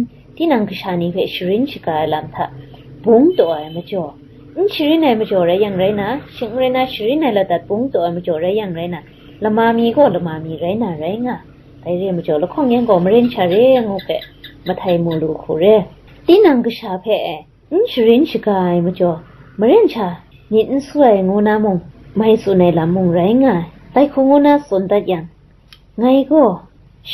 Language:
Kachin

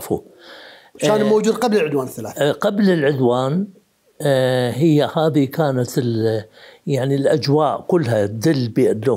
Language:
Mesopotamian Arabic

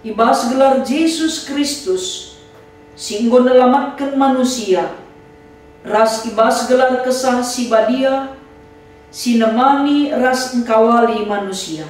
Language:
Batak Karo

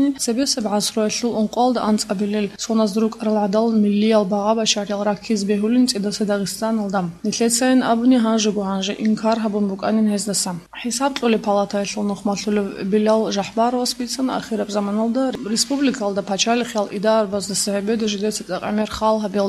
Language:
Avaric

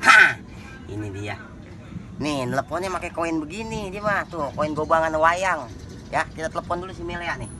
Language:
Betawi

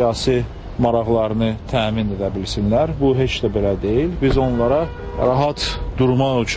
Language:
Azerbaijani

